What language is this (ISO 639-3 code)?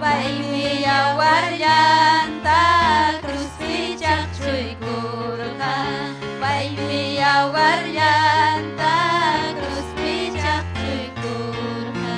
quy